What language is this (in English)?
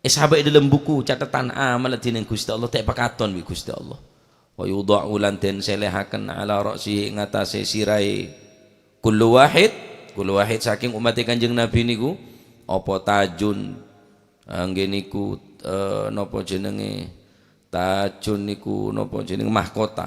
Madurese